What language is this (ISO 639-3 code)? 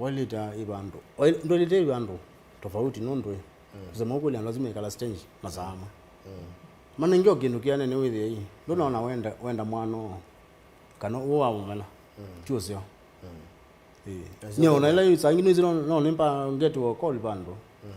kam